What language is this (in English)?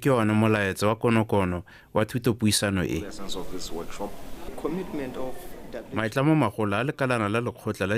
Tswana